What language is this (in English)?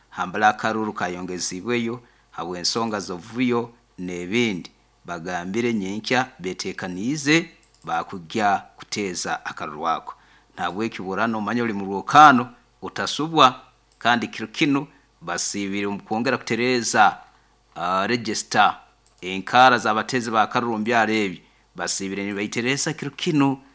Nyoro